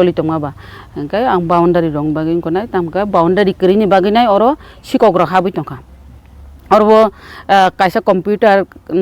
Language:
Kok Borok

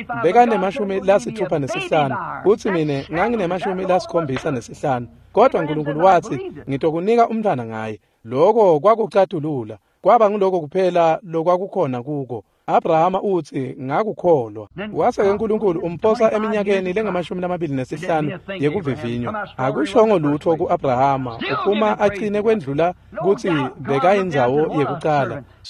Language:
Swati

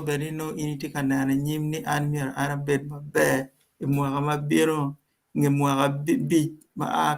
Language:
Acoli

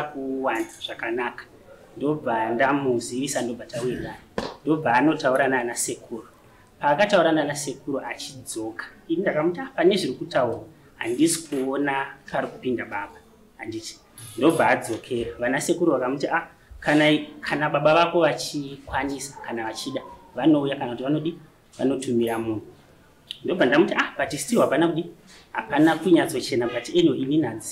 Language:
Shona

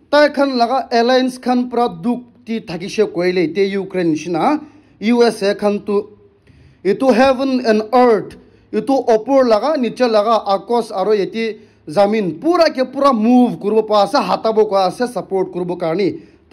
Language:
Naga Pidgin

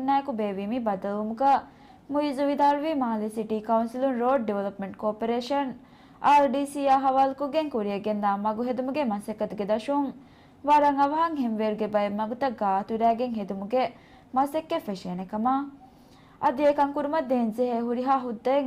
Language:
Divehi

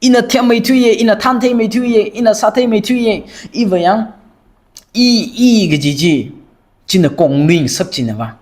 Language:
Tangkhul Naga (India)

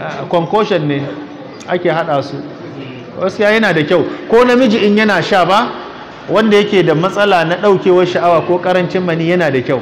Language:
Hausa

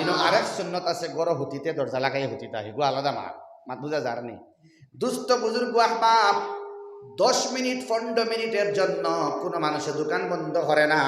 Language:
Sylheti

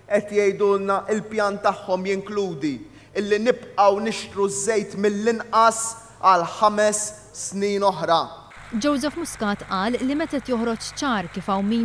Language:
Maltese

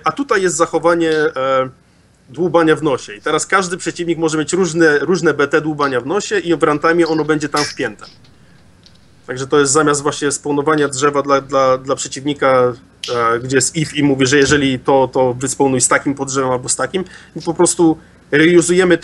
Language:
Polish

